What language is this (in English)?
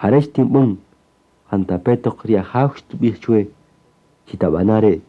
Kaqchikel